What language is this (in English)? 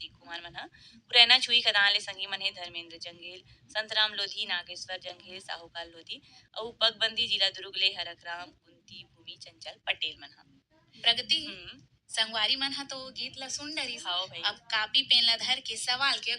Chhattisgarhi